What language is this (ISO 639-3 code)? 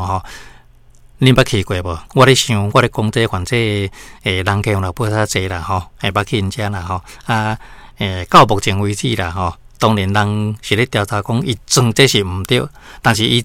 nan